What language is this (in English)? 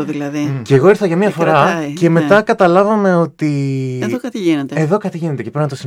Greek